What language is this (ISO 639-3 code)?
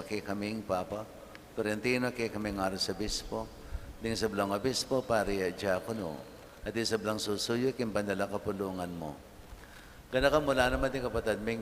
pam